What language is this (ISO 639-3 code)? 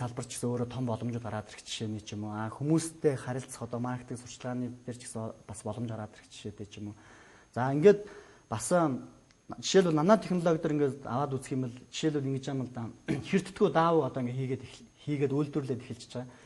mon